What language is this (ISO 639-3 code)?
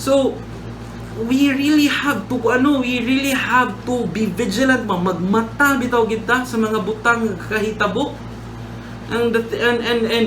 ceb